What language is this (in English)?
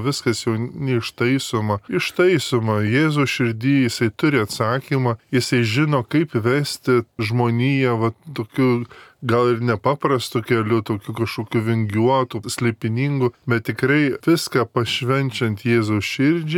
Lithuanian